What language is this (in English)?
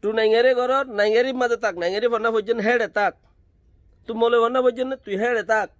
Rohingya